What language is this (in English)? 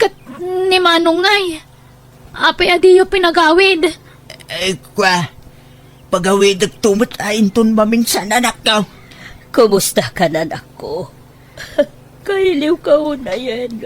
Iloko